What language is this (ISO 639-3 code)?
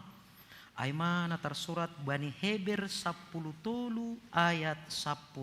bts